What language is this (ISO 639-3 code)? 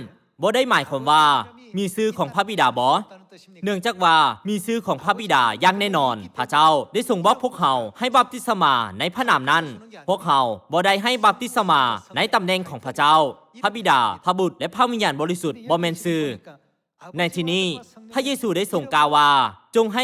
lao